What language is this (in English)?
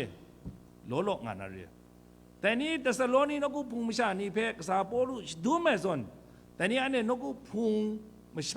Kachin